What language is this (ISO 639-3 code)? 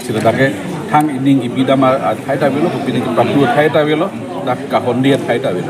mjw